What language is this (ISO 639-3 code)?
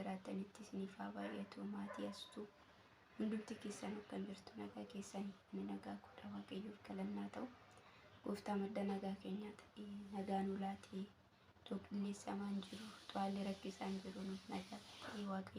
orm